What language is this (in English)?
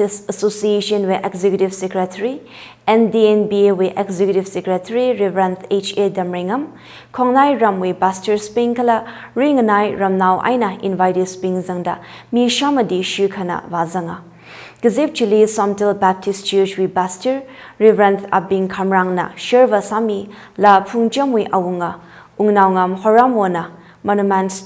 Tangkhul Naga (India)